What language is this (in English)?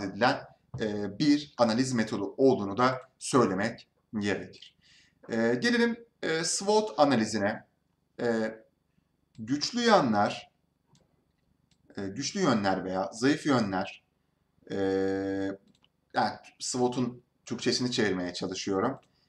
Turkish